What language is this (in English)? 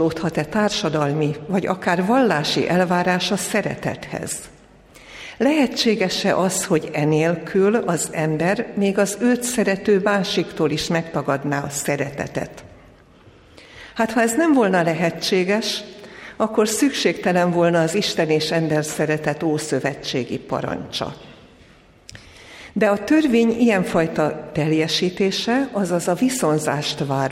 Hungarian